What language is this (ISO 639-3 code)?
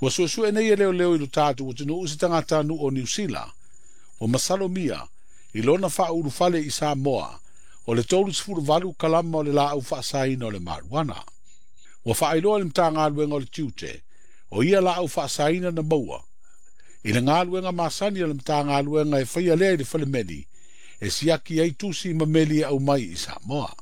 smo